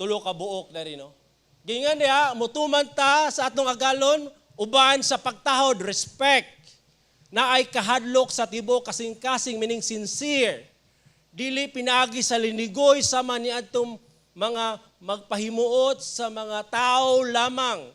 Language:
Cebuano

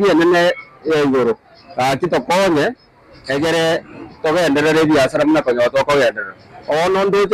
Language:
Gusii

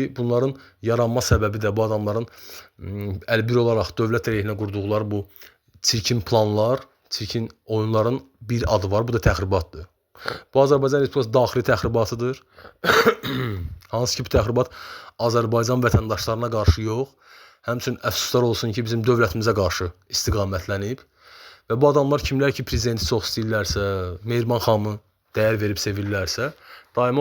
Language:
Azerbaijani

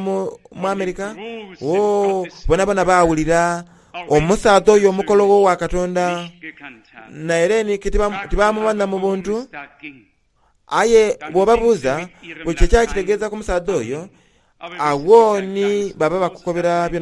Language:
Soga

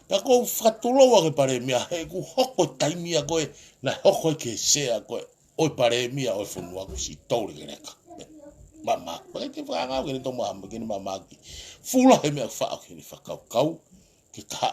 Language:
Tongan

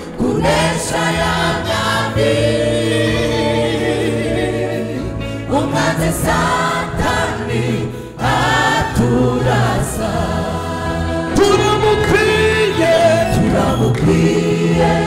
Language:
Kinyarwanda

